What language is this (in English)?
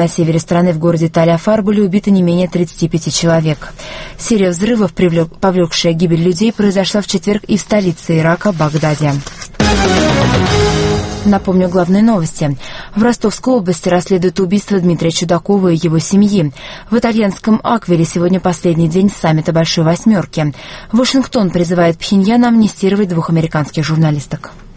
Russian